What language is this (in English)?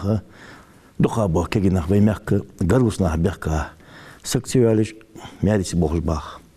Ingush